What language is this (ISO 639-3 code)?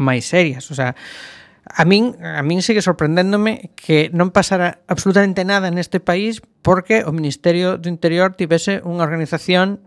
glg